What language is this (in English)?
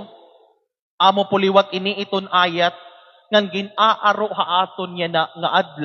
Waray